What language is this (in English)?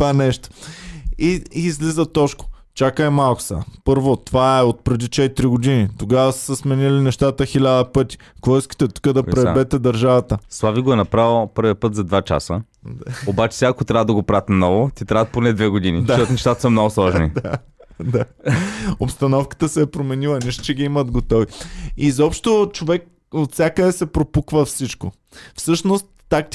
Bulgarian